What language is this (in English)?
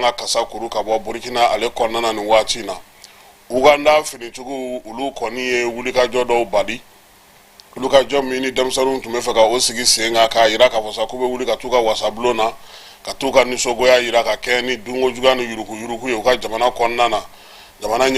Bambara